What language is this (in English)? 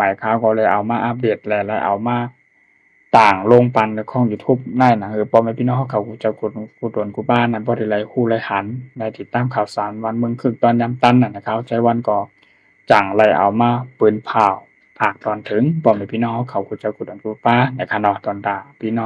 Shan